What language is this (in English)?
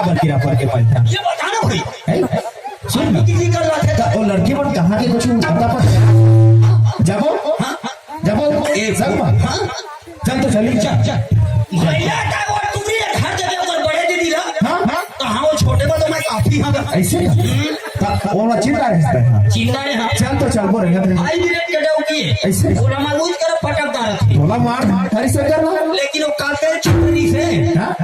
Sadri